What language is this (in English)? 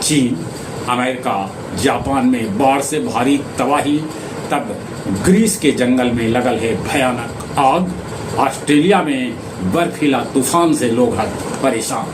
Magahi